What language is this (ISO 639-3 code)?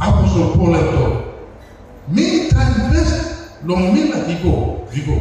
tpi